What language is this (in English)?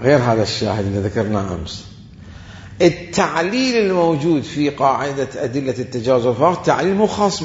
Mesopotamian Arabic